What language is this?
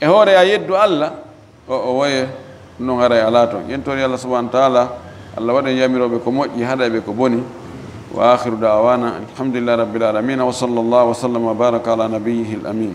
Fula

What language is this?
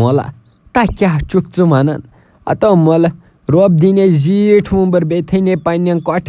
Kashmiri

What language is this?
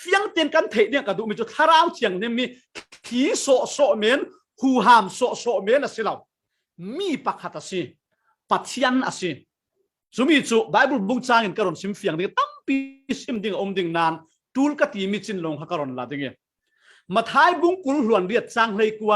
Falam Chin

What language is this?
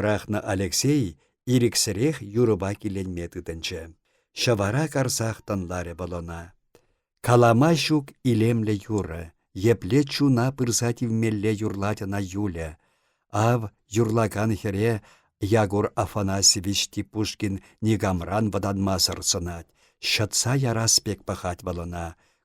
Chuvash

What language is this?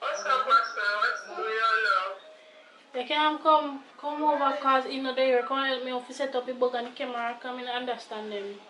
Jamaican Creole English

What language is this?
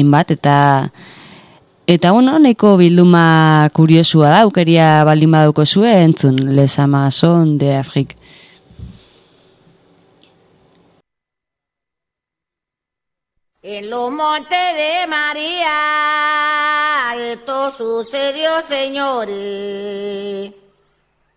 Basque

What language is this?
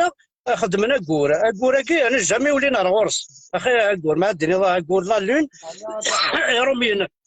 Kabyle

